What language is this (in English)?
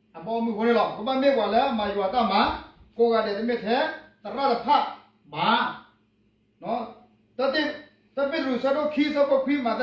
S'gaw Karen